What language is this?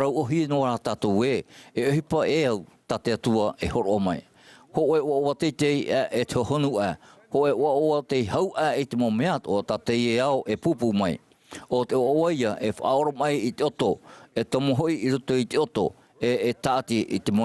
Tahitian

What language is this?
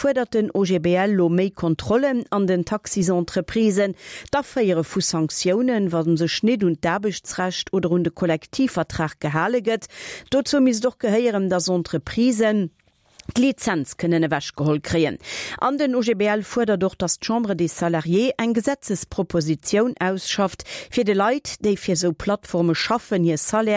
Luxembourgish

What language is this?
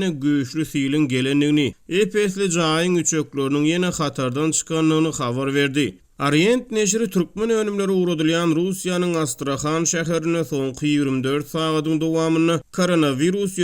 Turkmen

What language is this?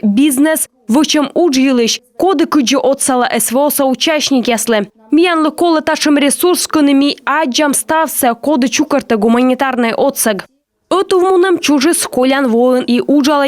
Komi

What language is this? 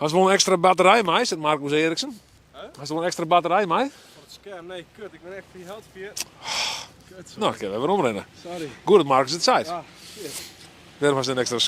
Western Frisian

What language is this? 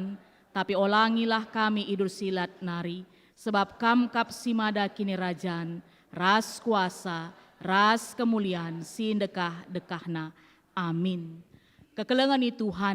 Batak Karo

